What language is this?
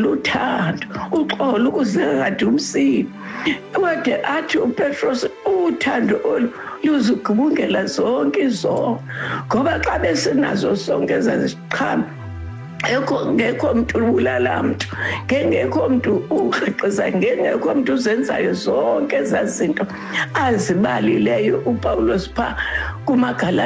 Xhosa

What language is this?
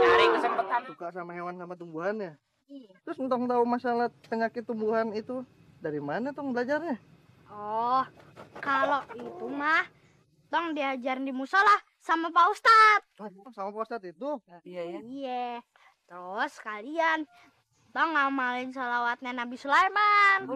Betawi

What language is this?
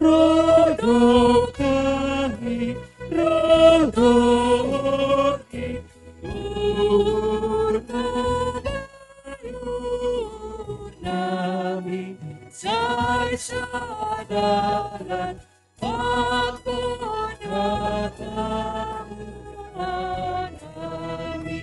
Batak Simalungun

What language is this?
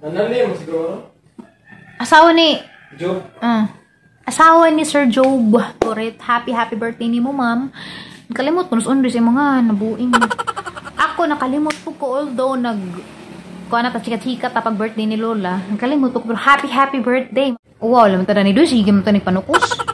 Cebuano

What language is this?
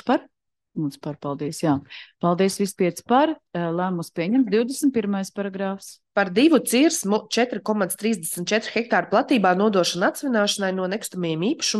Latvian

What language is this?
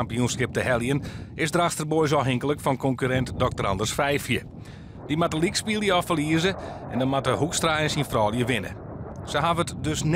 Western Frisian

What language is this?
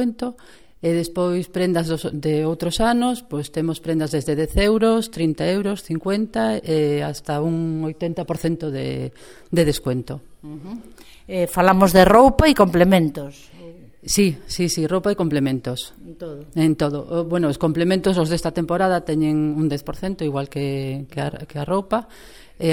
Galician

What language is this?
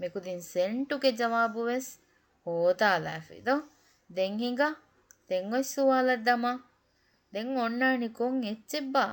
Divehi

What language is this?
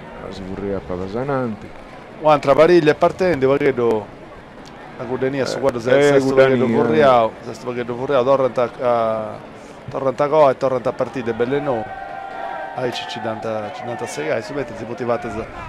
Sardinian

